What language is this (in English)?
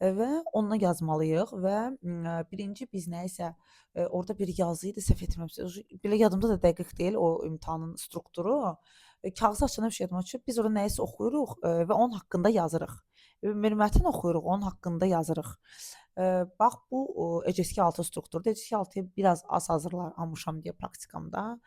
Azerbaijani